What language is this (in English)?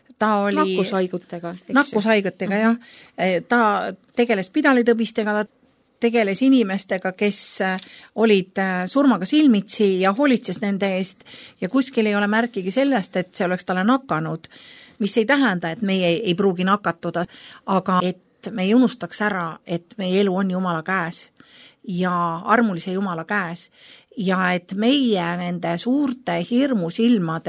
Estonian